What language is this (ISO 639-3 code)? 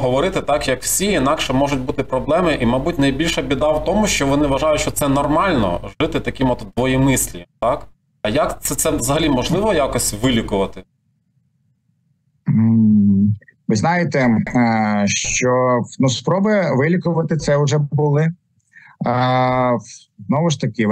ukr